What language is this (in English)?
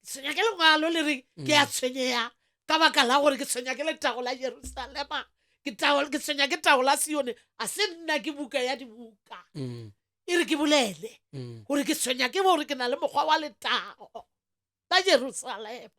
Northern Sotho